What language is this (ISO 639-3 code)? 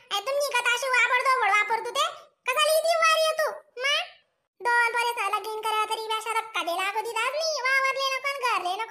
khn